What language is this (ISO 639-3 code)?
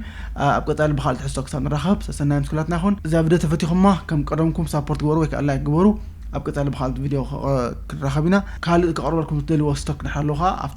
tir